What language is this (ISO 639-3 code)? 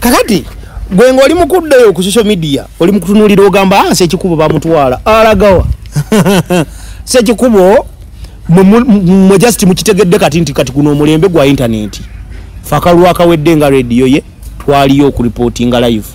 lug